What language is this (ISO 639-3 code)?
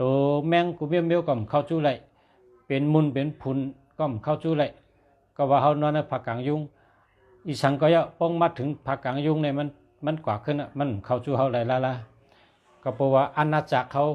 shn